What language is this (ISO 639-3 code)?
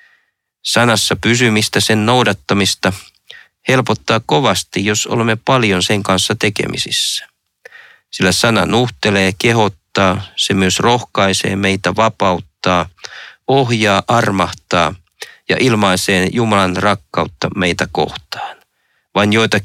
fin